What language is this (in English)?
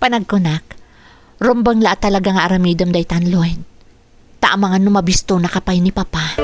Iloko